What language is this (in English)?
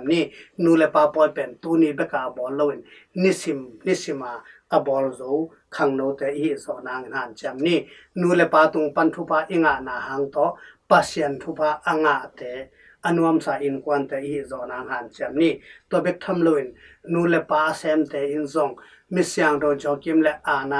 Tedim Chin